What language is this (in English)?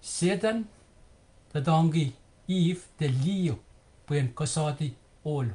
Pohnpeian